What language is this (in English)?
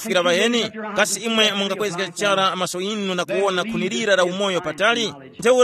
Tumbuka